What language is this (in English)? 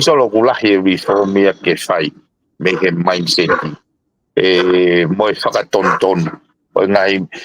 Tongan